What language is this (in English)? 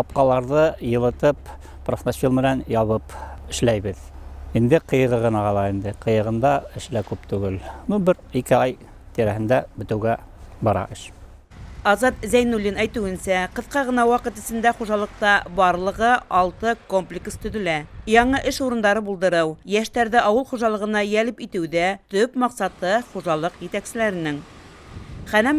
Bashkir